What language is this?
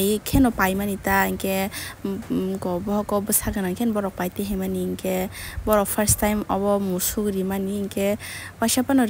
Kok Borok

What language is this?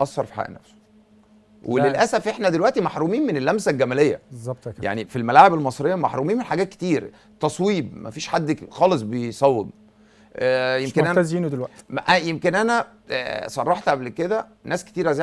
Egyptian Arabic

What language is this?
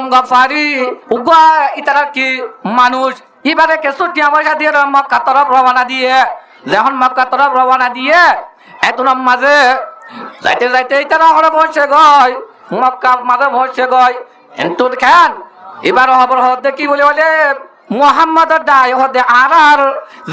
Rohingya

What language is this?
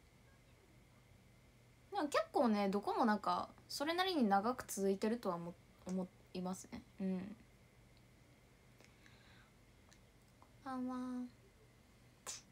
Japanese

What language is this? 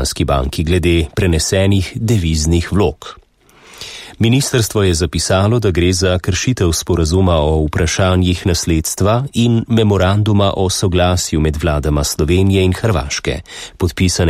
Slovenian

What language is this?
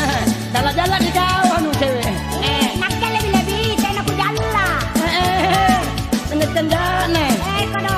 Makasar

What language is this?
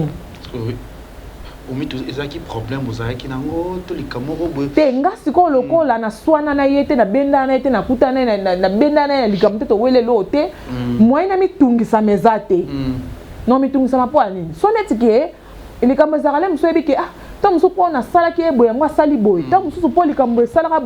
Lingala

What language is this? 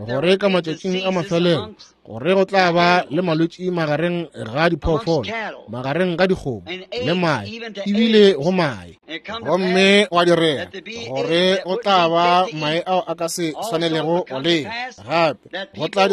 Northern Sotho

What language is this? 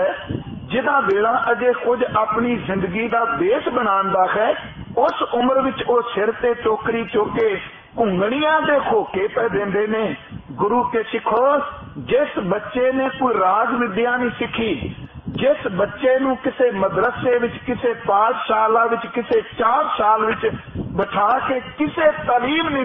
Punjabi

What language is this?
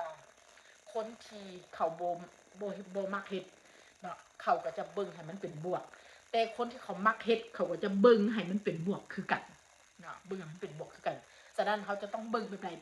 Northeastern Thai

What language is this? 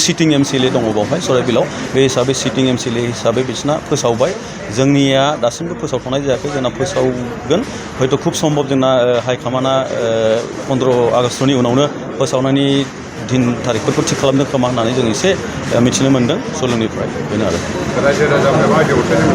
Bodo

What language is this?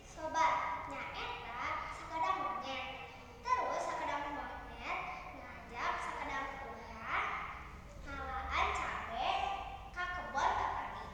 Sundanese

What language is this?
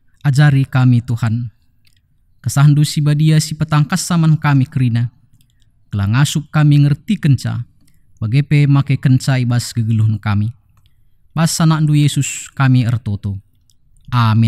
Batak Karo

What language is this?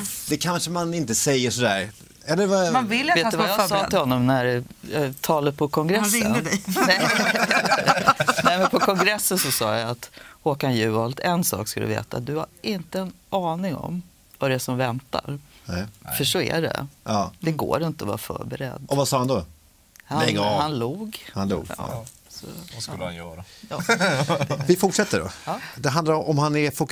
Swedish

